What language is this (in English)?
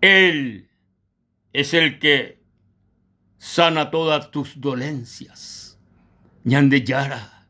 Guarani